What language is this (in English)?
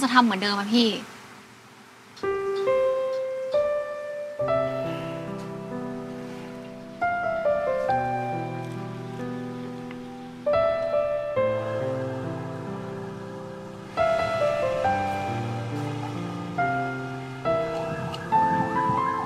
Thai